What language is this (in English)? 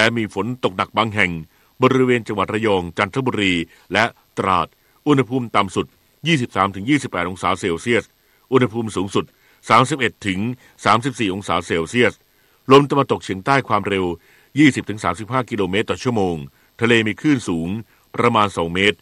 Thai